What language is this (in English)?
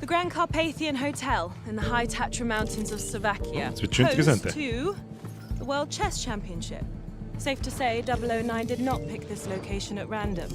Bavarian